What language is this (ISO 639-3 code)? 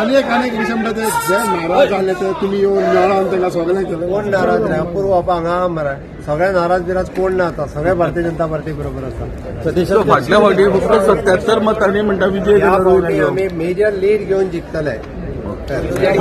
kok